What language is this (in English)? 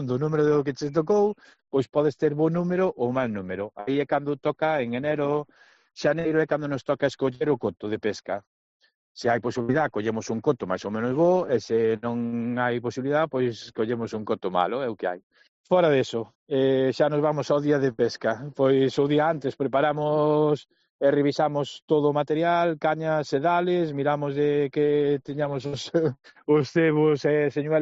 Galician